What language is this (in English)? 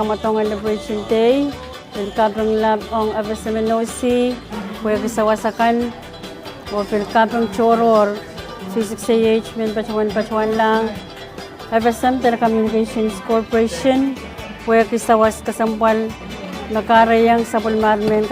Pohnpeian